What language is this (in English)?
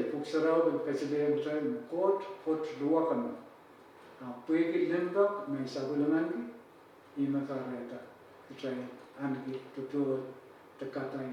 Pohnpeian